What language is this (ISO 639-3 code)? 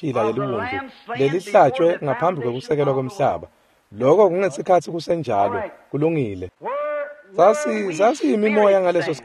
ssw